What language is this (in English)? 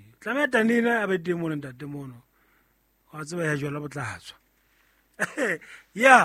Southern Sotho